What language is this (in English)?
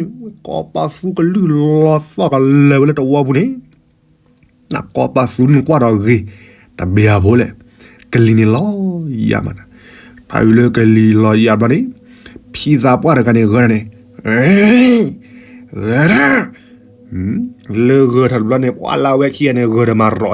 S'gaw Karen